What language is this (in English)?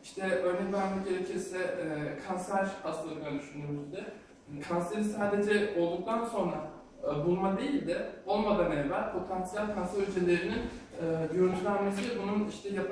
Turkish